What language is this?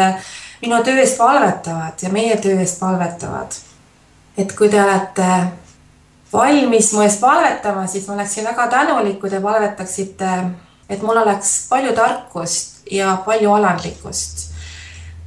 Estonian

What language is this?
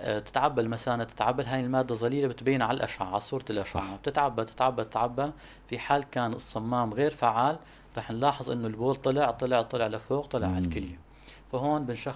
North Levantine Arabic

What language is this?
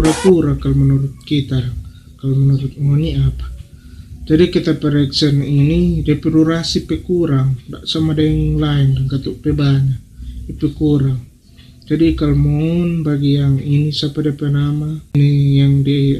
Manado Malay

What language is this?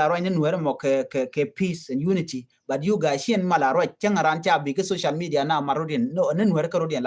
Nuer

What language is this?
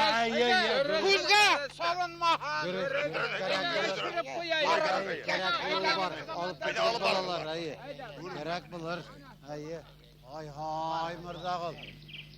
Bashkir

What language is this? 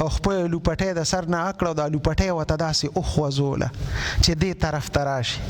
Pashto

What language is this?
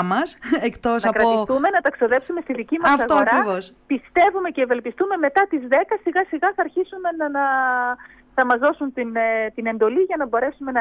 Greek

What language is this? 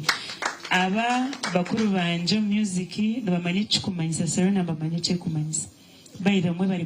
Nyankole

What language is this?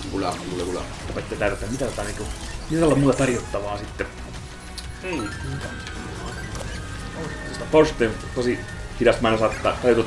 Finnish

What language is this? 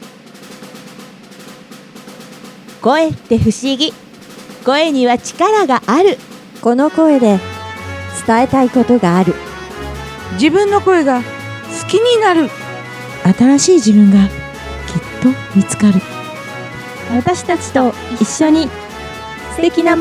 Japanese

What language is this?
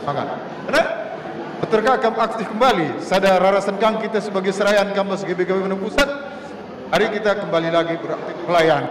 Batak Karo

